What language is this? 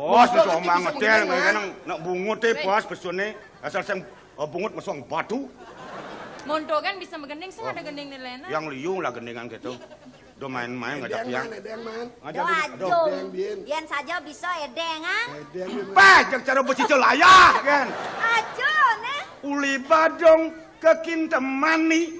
Balinese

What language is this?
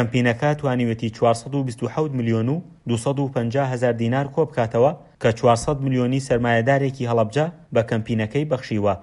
Central Kurdish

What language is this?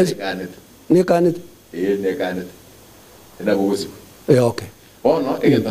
Gusii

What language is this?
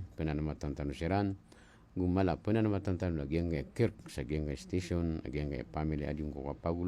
Maranao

